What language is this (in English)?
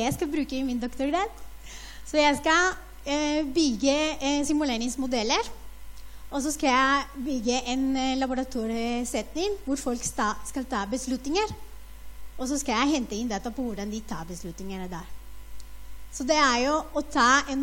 Norwegian